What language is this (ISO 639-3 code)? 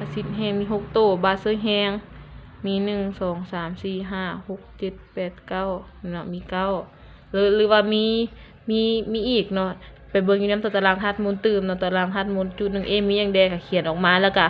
lao